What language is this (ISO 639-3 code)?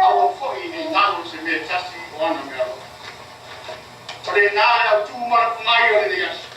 smo